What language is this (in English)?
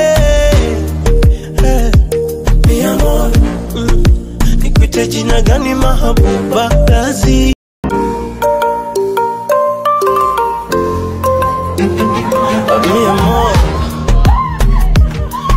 Swahili